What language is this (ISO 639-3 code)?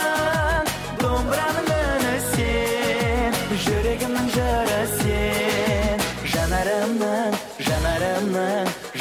kaz